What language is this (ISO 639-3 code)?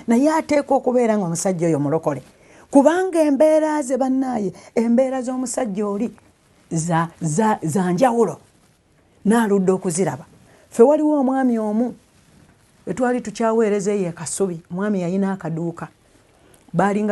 lug